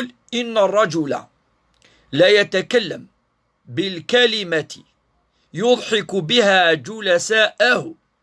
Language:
Kabyle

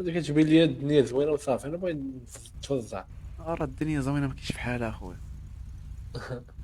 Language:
Moroccan Arabic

